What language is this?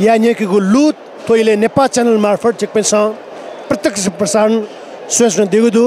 Newari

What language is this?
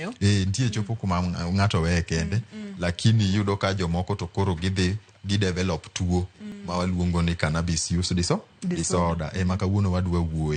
Luo (Kenya and Tanzania)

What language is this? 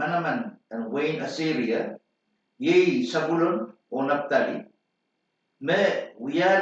Pohnpeian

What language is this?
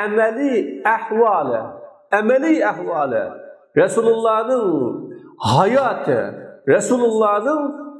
Uyghur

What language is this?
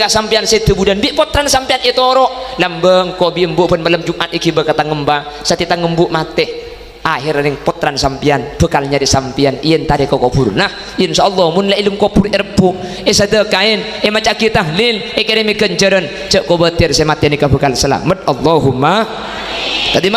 Madurese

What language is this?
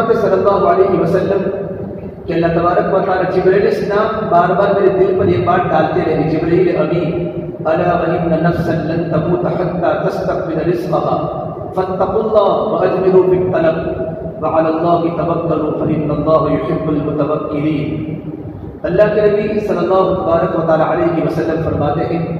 Urdu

